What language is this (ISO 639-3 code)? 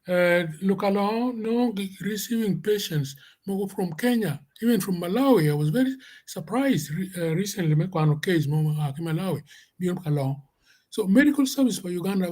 ach